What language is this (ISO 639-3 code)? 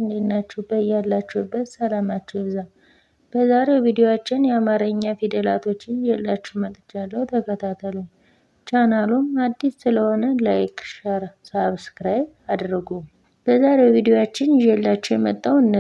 amh